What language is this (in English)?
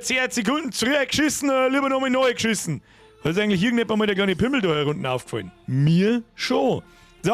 Bavarian